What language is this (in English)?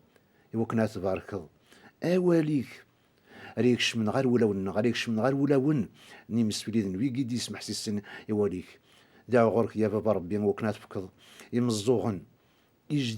Kabyle